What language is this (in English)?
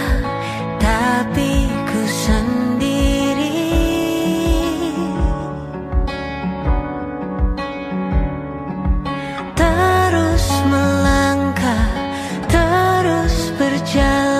Indonesian